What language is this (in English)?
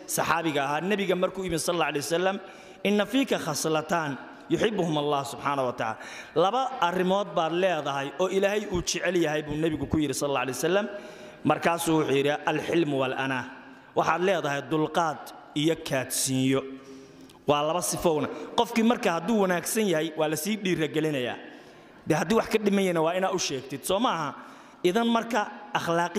Somali